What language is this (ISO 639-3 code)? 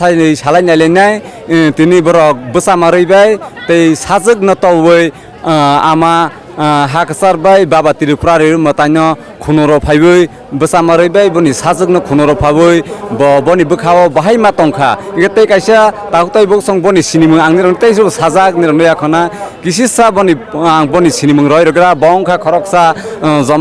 trp